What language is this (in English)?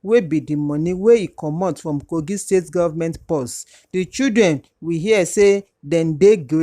Nigerian Pidgin